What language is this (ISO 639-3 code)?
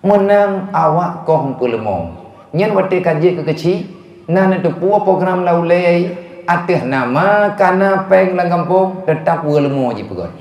ace